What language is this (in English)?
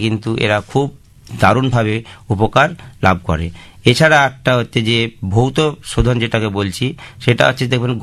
Bangla